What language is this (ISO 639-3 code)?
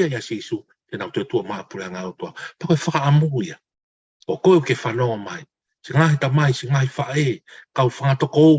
ton